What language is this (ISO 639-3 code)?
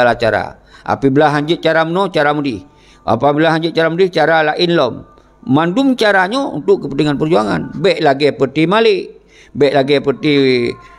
ace